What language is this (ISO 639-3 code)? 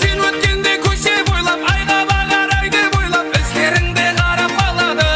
kaa